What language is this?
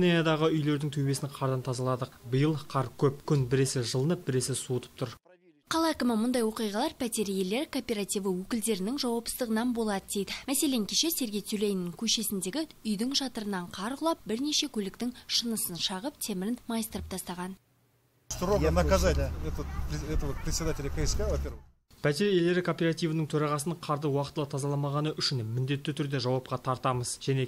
Kazakh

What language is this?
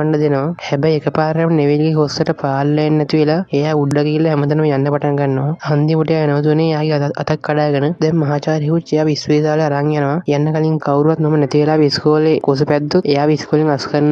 Sinhala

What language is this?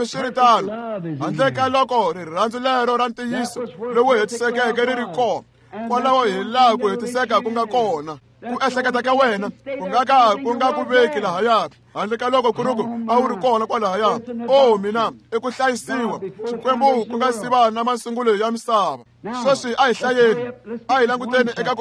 Tsonga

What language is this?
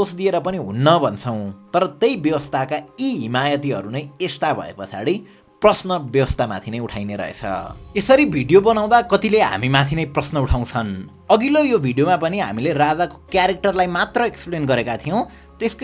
Nepali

